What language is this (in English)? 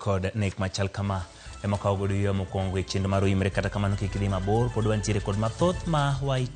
Luo (Kenya and Tanzania)